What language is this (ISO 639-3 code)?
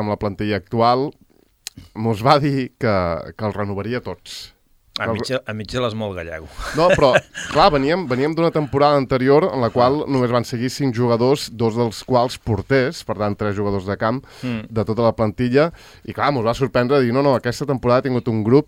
cat